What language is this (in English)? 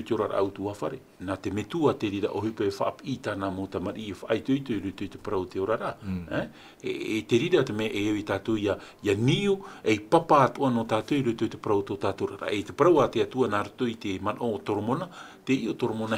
Tahitian